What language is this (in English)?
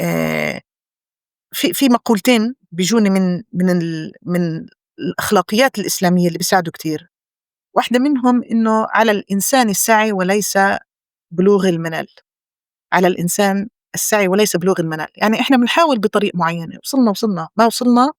North Levantine Arabic